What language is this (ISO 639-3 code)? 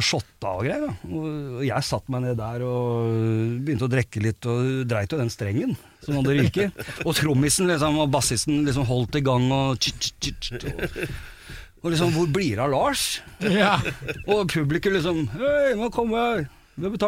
nor